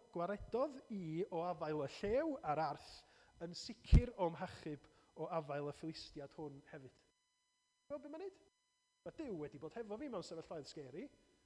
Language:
Welsh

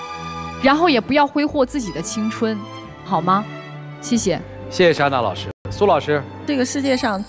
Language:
Chinese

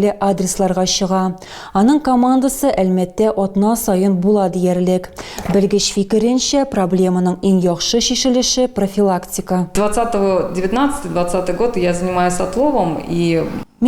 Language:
Tatar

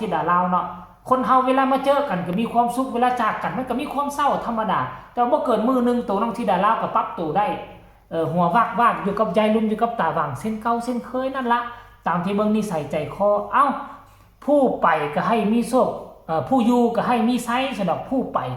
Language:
Northeastern Thai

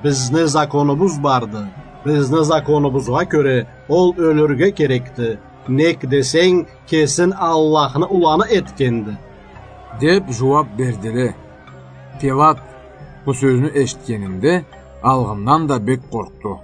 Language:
Karachay-Balkar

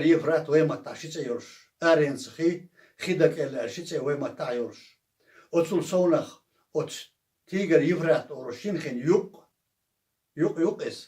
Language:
Chechen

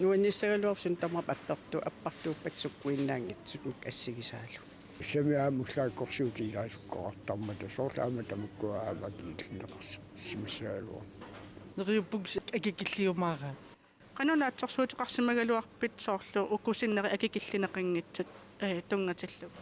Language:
Kalaallisut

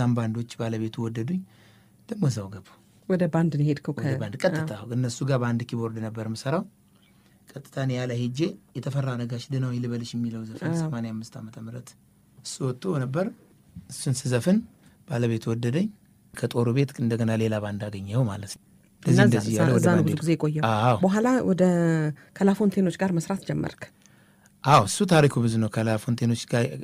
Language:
Amharic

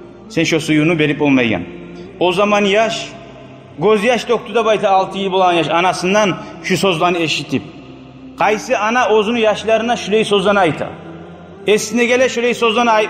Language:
Kumyk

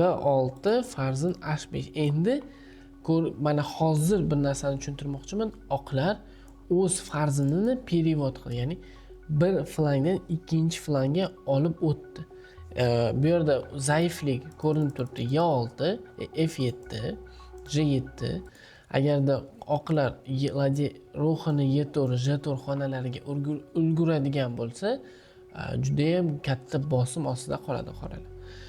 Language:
Uzbek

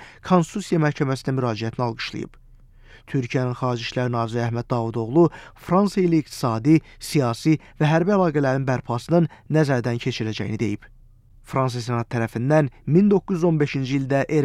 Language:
Azerbaijani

